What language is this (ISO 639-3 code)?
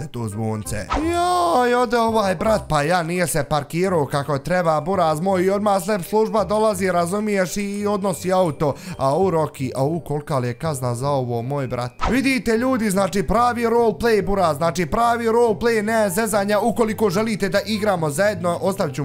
bos